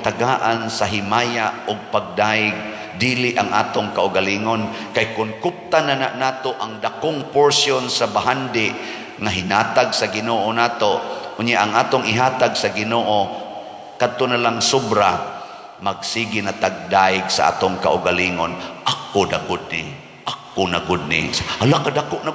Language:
Cebuano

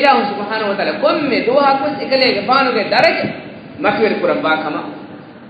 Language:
Divehi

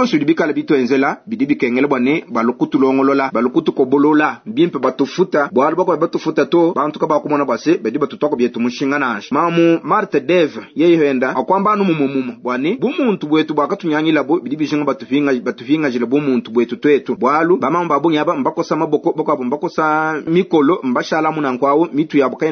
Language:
Luba-Lulua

